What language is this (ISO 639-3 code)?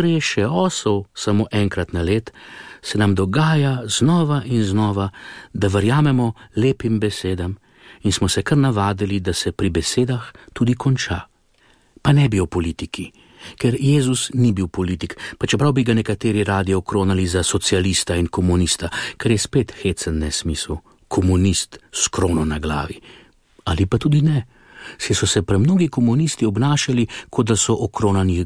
slv